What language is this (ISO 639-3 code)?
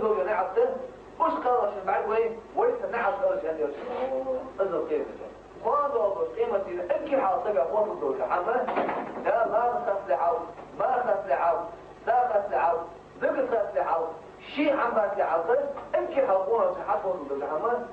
inh